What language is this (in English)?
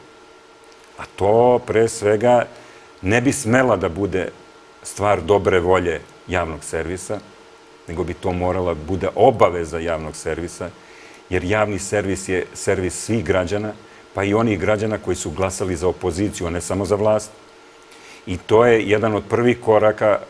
Serbian